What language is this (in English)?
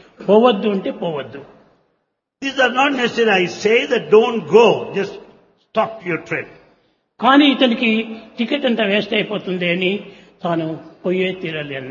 Telugu